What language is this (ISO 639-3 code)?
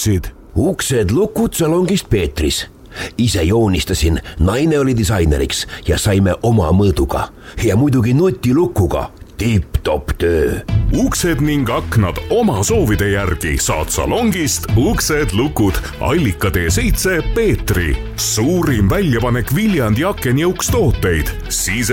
est